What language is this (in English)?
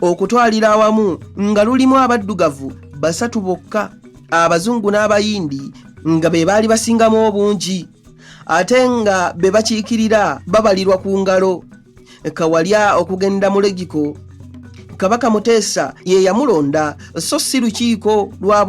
Ganda